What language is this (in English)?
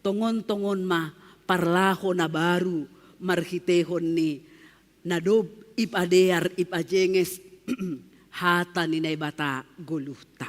Batak Simalungun